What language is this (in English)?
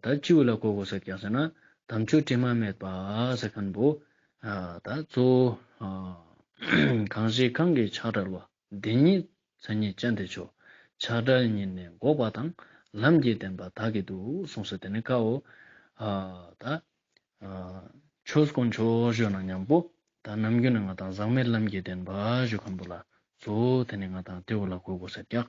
Ladakhi